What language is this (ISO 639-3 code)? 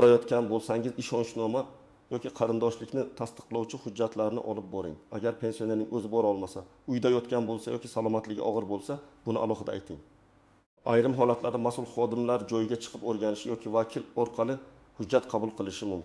uzb